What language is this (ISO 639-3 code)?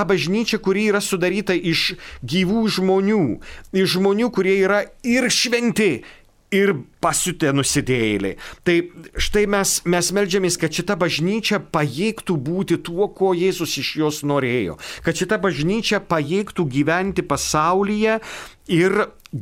lit